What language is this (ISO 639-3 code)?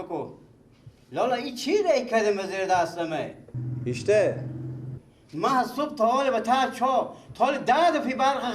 fas